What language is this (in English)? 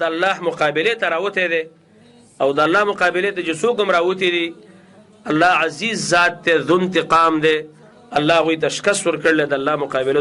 Pashto